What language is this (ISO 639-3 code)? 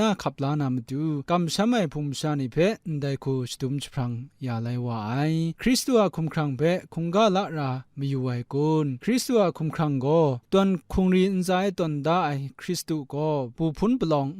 kac